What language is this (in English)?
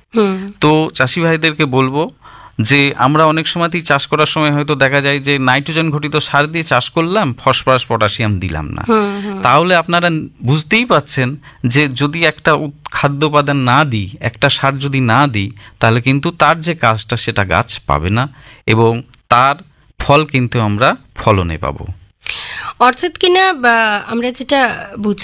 Bangla